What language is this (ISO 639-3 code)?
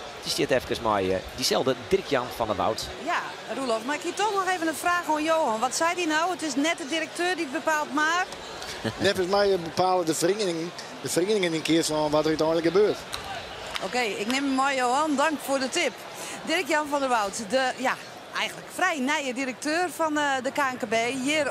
fry